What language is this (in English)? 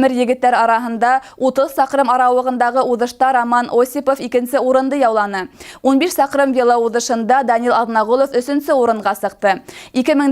Bashkir